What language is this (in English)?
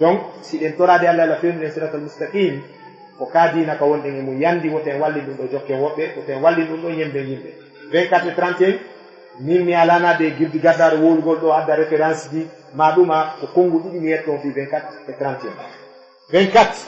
Fula